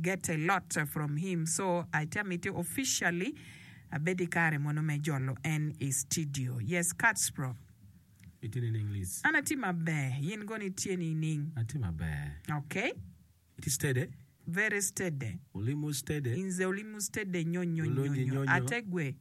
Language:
Acoli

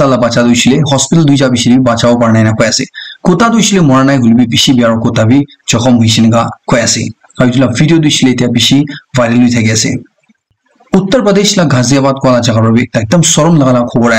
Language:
Naga Pidgin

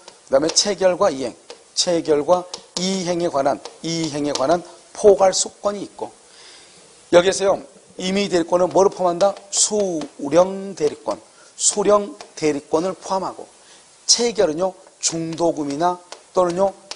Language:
Korean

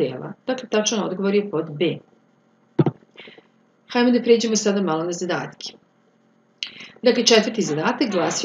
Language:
Serbian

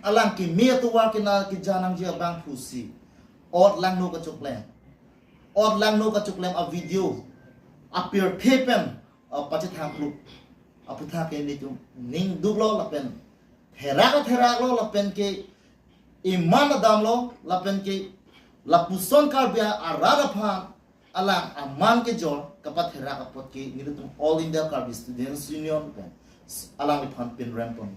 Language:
Karbi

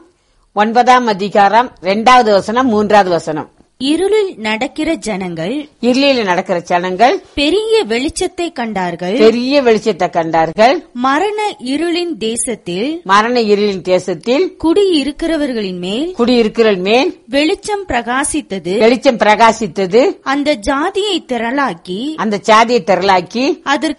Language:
Tamil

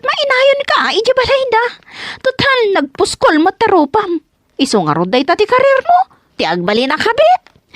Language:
Iloko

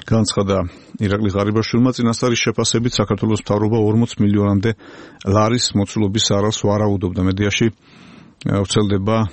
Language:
Georgian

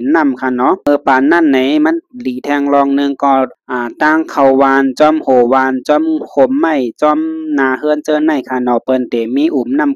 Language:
Shan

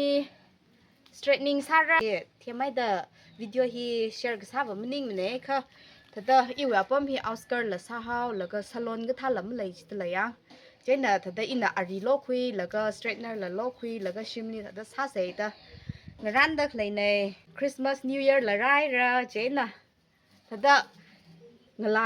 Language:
Tangkhul Naga (India)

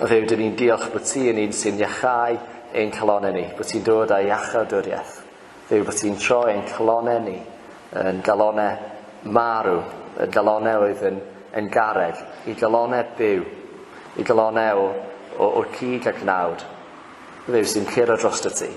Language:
Welsh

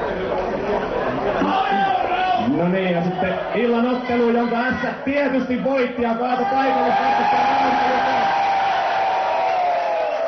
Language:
Finnish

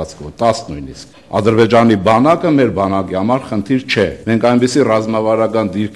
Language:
Armenian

